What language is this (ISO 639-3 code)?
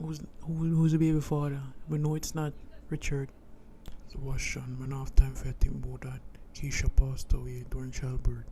jam